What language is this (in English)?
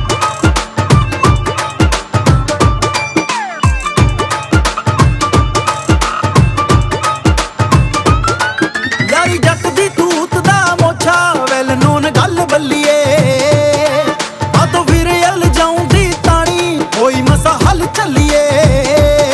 Punjabi